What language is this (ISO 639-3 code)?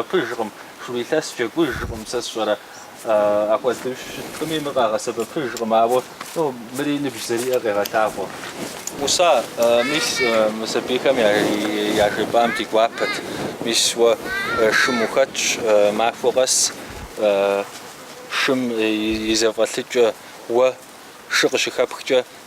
kbd